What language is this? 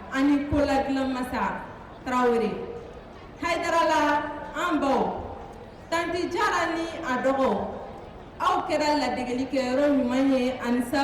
Bambara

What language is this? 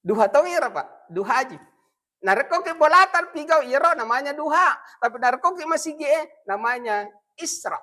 Buginese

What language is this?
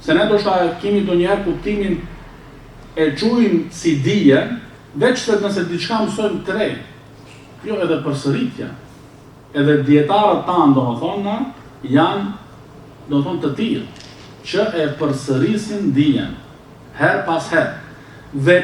Albanian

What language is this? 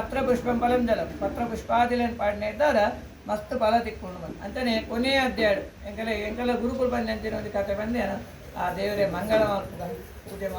Tulu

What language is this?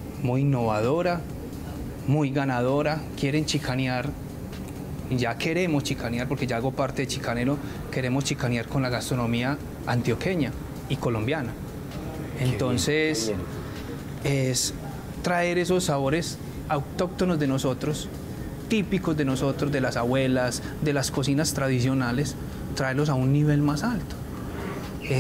Spanish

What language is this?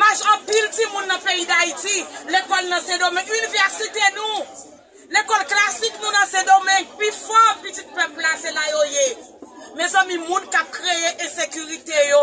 Haitian Creole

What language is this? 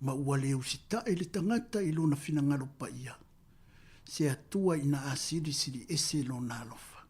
Samoan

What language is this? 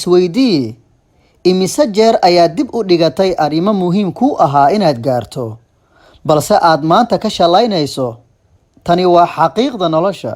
Somali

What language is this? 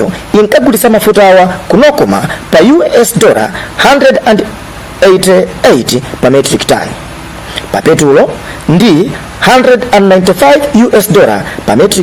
Nyanja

